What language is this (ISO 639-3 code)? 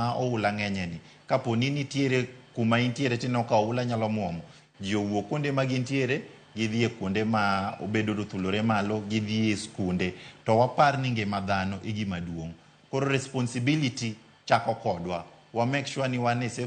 luo